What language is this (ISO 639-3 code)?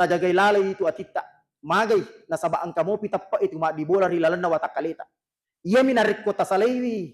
bug